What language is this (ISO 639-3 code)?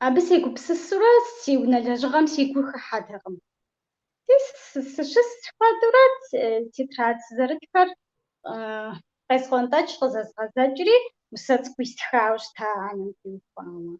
kbd